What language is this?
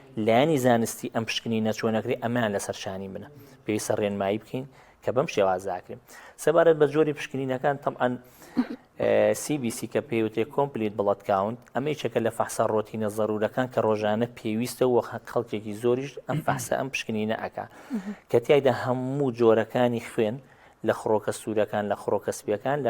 Central Kurdish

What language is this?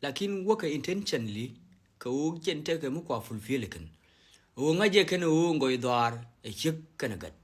Nuer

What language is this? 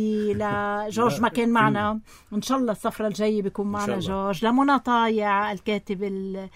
North Levantine Arabic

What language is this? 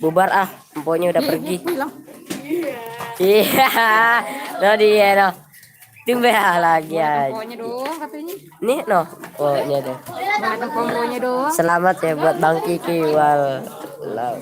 Betawi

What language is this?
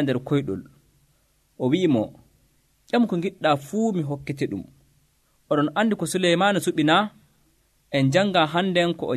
Nigerian Fulfulde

